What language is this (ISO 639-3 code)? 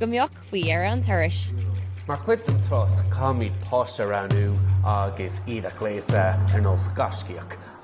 gle